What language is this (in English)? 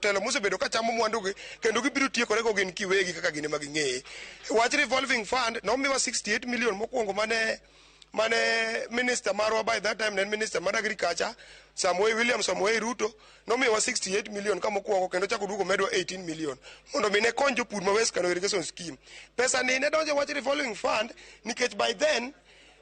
Luo (Kenya and Tanzania)